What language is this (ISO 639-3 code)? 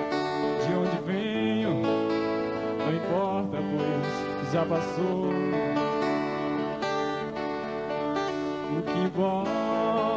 por